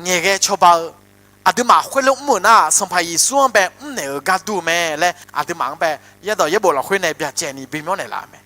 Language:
Akha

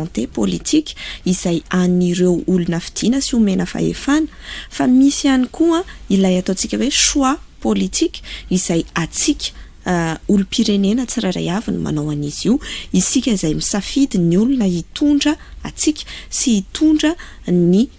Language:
Malagasy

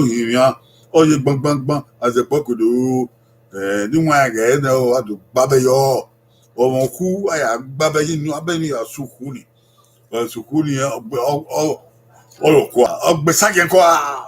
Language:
Bini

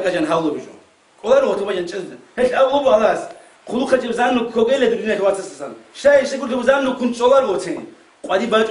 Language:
Avaric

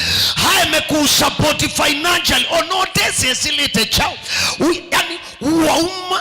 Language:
Kamba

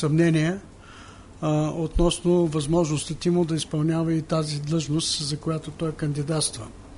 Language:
Bulgarian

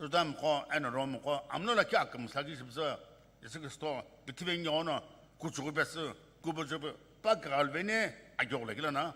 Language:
Sumi Naga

